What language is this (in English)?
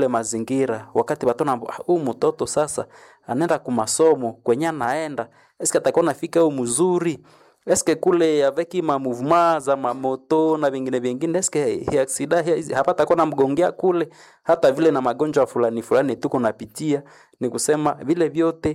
Swahili